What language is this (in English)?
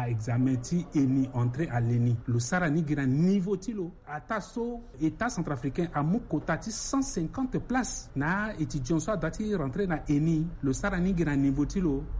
Sango